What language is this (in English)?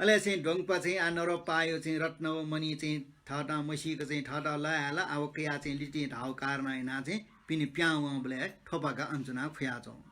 Newari